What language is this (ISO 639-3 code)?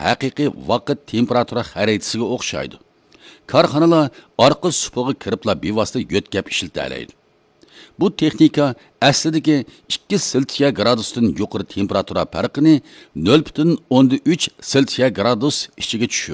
uig